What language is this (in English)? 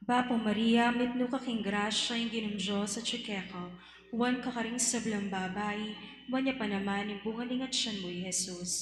Pampanga